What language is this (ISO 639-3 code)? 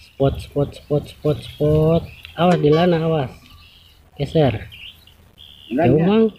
sun